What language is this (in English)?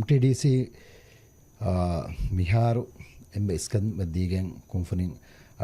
Divehi